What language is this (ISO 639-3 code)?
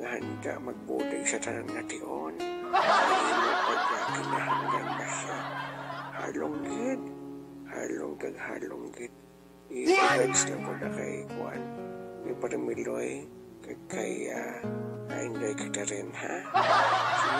hil